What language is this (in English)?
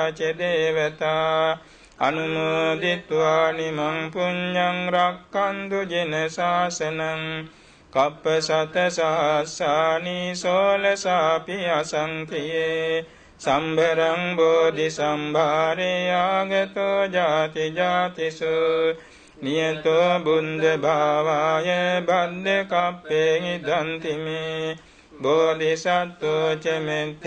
Pali